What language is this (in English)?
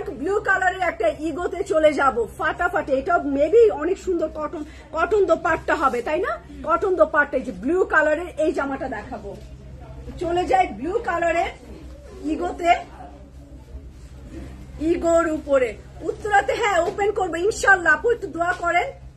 Bangla